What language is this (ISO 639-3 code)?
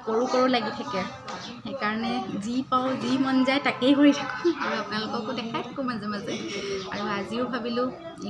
asm